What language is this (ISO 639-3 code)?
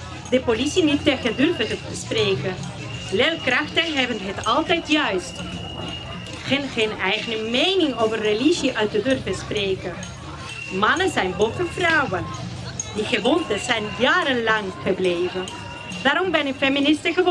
nld